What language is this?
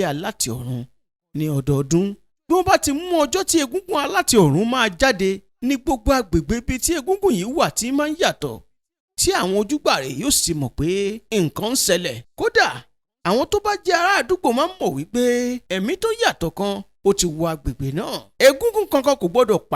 Yoruba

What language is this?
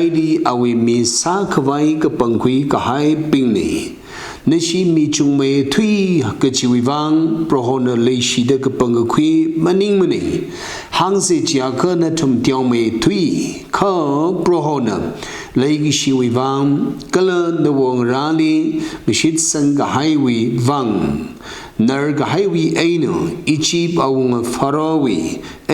Tangkhul Naga (India)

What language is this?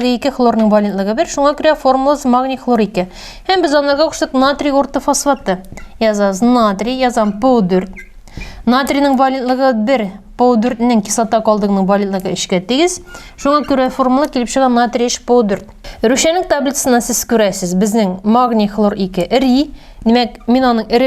Tatar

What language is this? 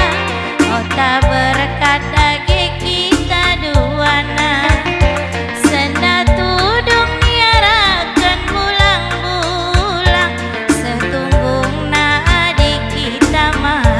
Batak Karo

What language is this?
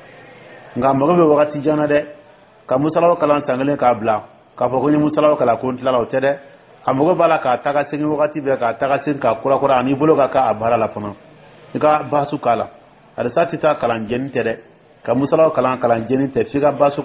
Dyula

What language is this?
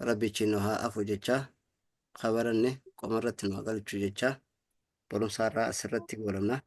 Oromo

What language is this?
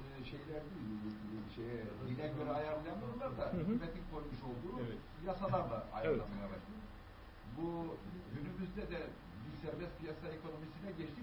Turkish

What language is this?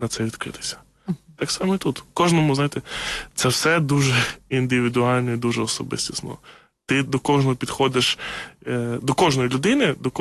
Ukrainian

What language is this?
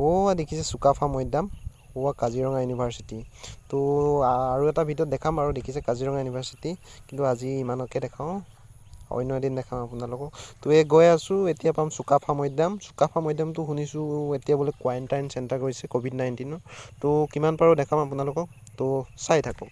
Assamese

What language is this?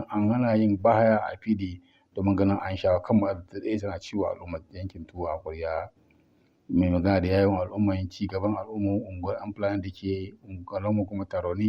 Hausa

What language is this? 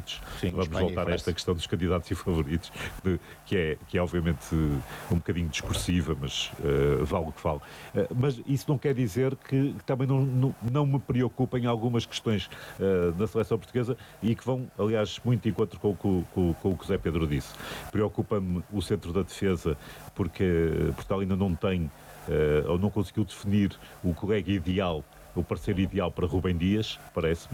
Portuguese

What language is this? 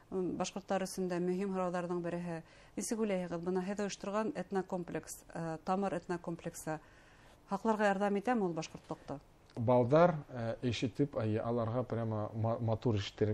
Bashkir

